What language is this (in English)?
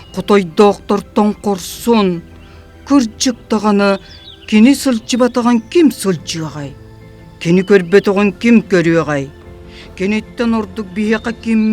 Yakut